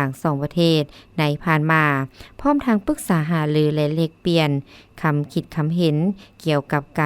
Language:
Lao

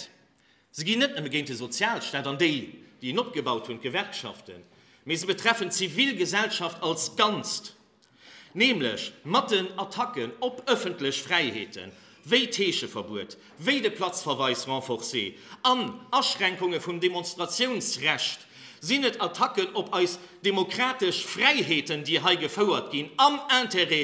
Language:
Luxembourgish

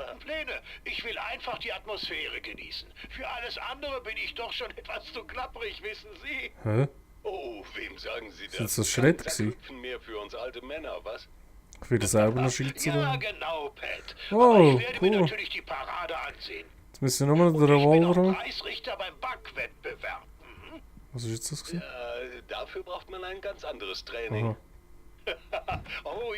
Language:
Swiss German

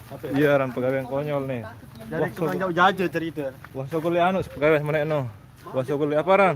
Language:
Sasak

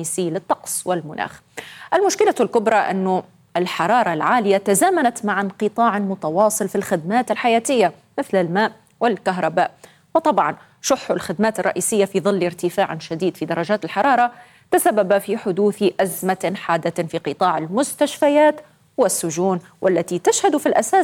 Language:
Arabic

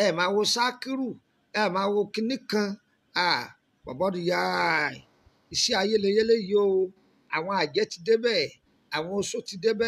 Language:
Yoruba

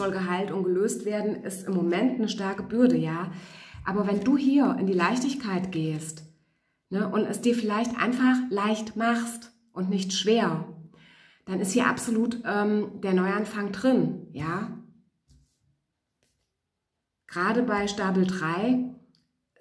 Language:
German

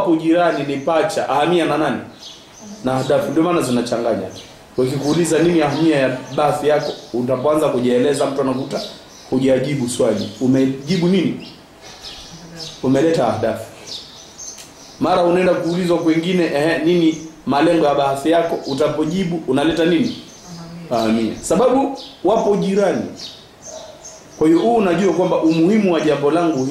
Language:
Swahili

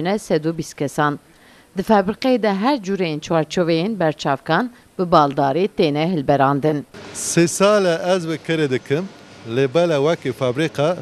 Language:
Kurdish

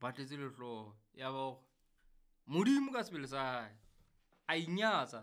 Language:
Southern Sotho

